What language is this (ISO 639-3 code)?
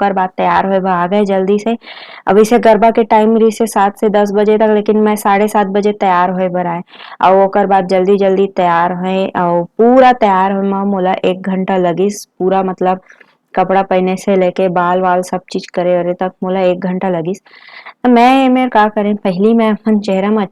hne